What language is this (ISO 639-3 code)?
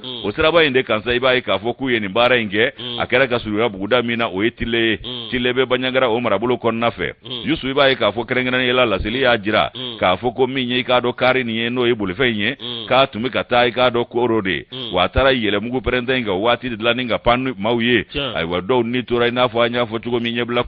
bam